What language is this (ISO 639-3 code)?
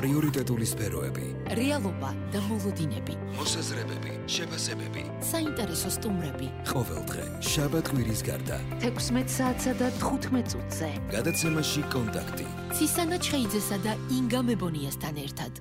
kat